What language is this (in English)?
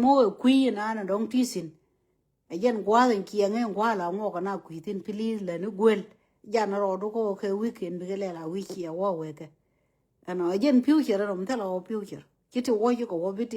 Nuer